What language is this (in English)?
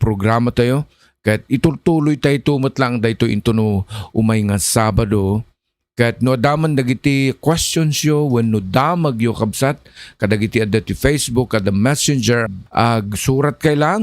Iloko